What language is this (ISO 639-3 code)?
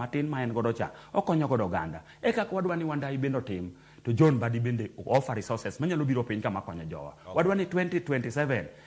luo